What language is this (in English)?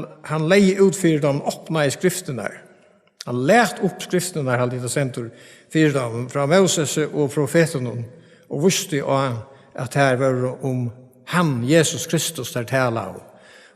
Faroese